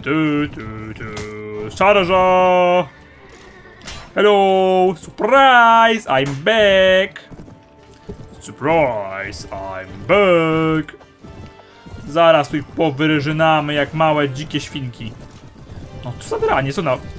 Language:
Polish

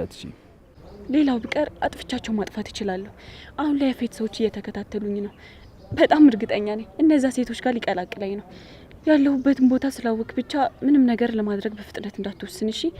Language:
Amharic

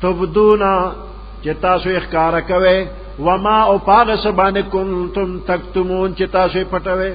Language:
Pashto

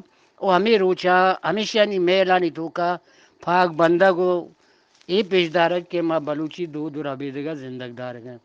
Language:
Eastern Balochi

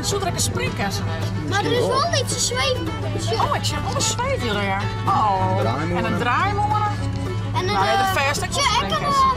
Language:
Western Frisian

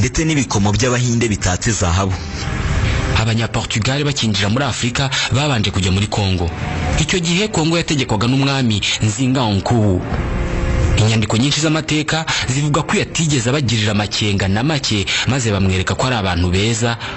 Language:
Kinyarwanda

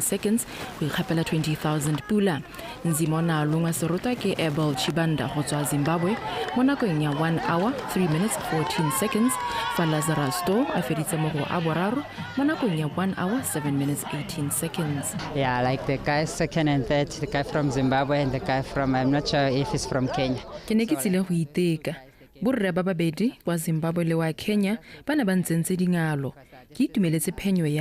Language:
Tswana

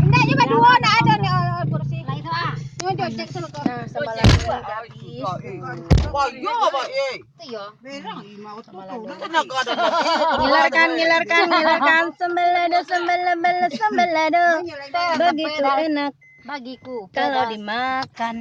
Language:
Minangkabau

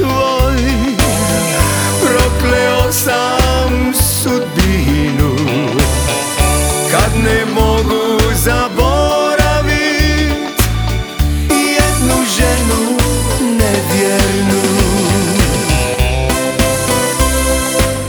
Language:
Croatian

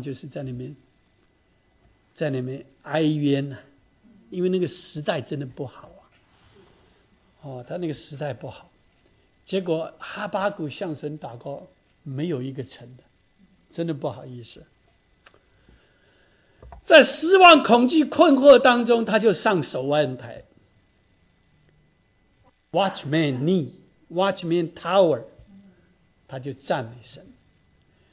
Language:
Chinese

